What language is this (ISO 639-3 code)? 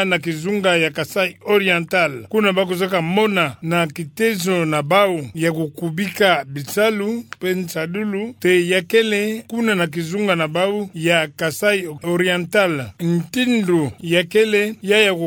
ktu